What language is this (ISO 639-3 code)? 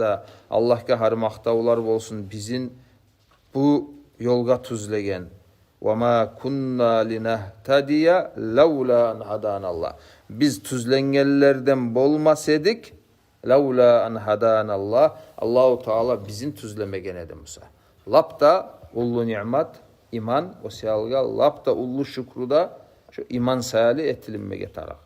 kum